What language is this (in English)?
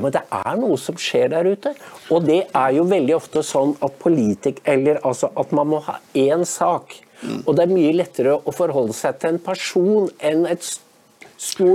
Norwegian